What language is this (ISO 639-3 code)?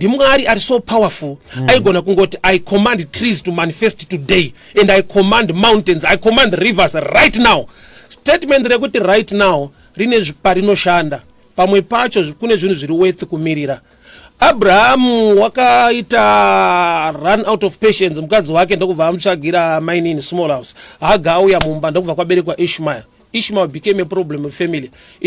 sna